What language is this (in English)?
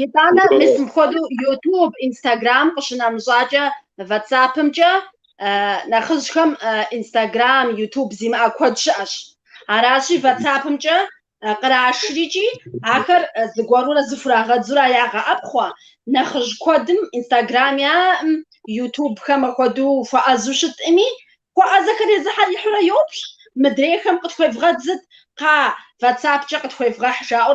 Kabardian